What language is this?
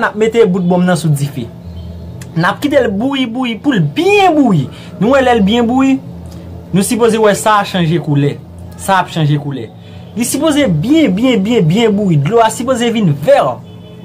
Haitian Creole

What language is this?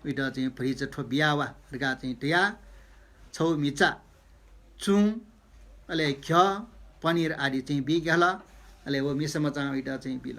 Newari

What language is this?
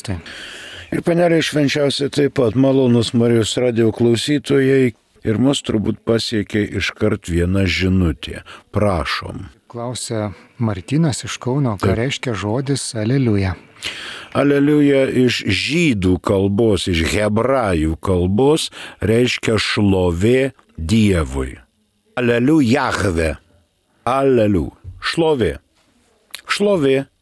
Lithuanian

